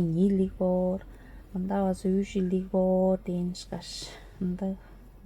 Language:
Tuvinian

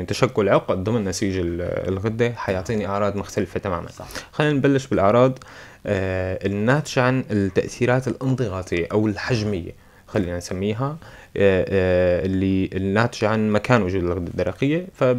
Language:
North Levantine Arabic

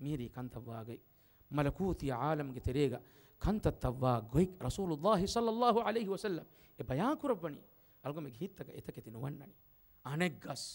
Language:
Divehi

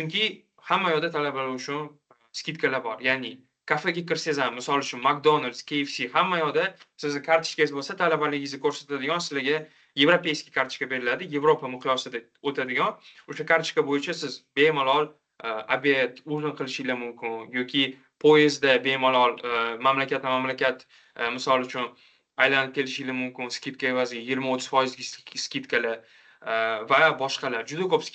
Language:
Uzbek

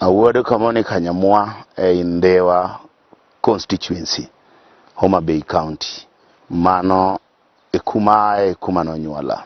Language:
Luo (Kenya and Tanzania)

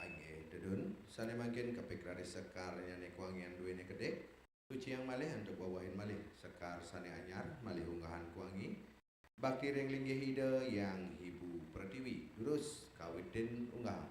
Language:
Balinese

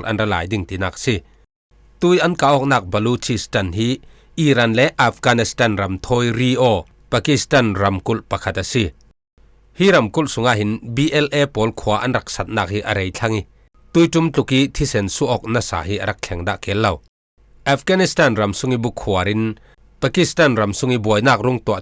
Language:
Falam Chin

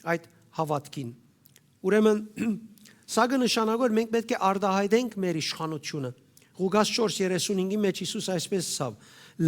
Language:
Western Armenian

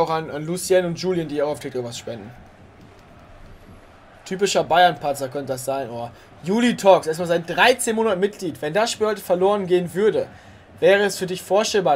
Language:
German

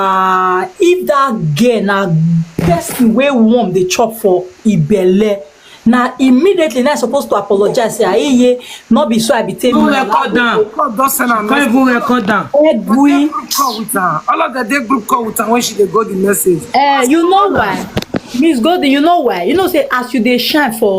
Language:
Nigerian Pidgin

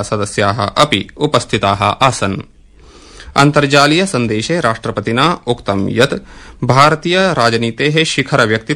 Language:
Sanskrit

